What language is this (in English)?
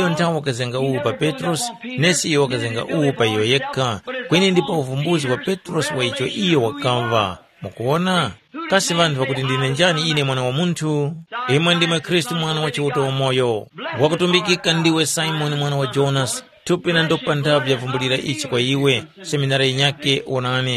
Tumbuka